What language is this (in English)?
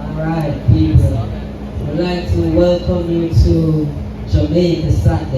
Jamaican Creole English